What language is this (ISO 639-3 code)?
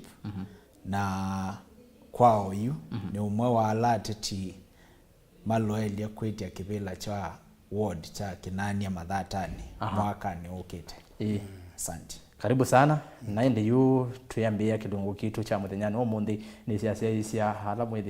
kam